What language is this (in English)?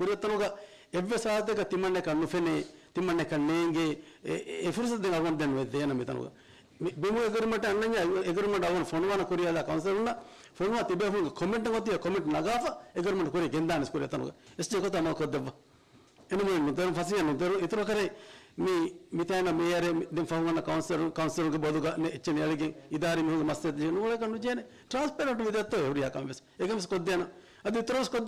Divehi